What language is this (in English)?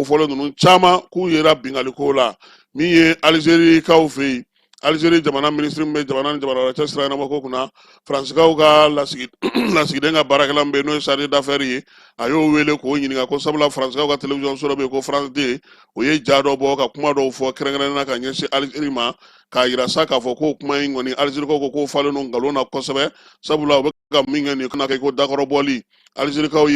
Bambara